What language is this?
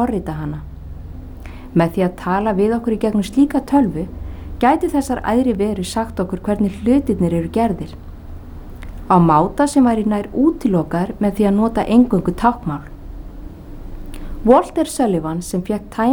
Icelandic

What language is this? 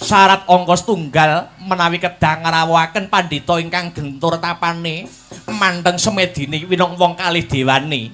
Javanese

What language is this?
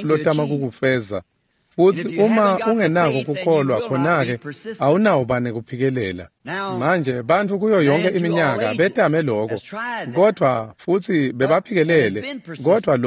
Swati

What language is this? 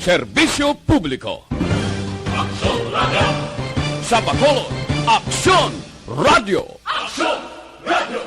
Hiligaynon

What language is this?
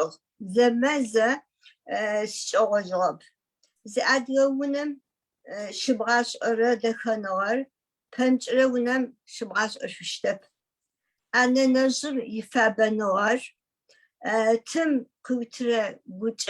Adyghe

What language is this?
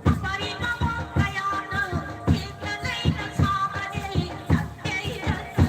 Manipuri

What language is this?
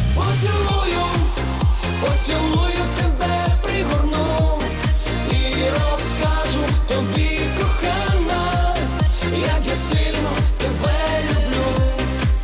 Ukrainian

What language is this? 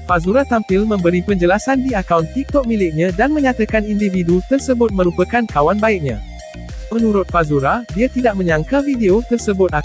Malay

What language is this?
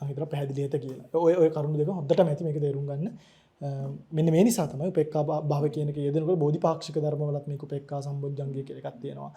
Sinhala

